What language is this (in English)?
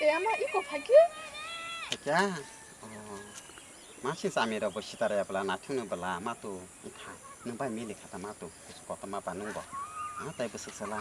Kok Borok